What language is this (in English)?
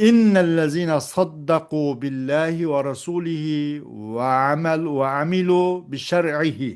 Uyghur